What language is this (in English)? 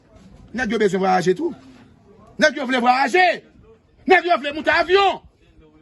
Haitian Creole